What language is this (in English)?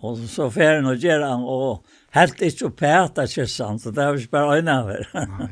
Faroese